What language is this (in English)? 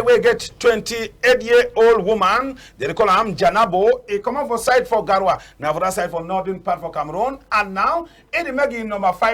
Cameroon Pidgin